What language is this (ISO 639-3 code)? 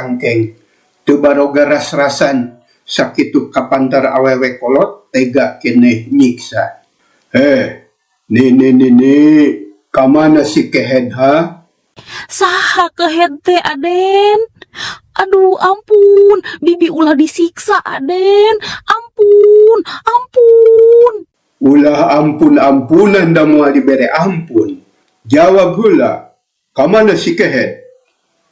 sun